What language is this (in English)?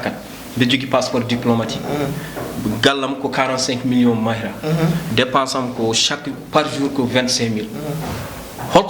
Fula